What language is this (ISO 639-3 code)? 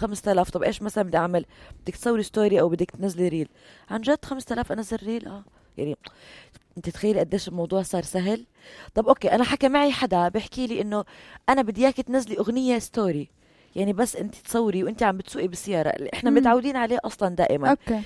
apc